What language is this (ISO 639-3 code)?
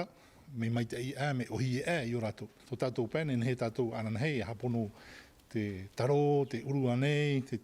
tah